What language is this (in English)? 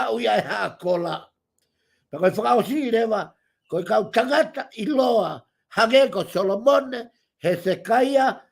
Tongan